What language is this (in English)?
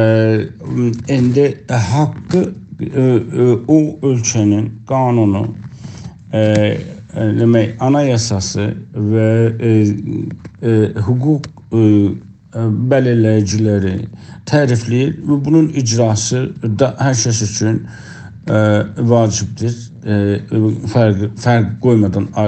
South Azerbaijani